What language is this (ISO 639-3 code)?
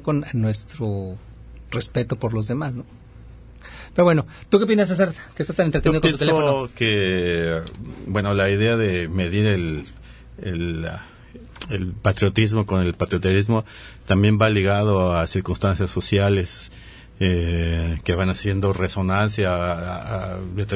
spa